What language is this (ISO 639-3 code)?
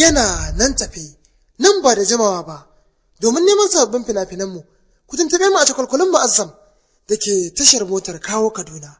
hau